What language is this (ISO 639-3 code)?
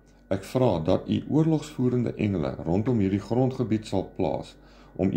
afr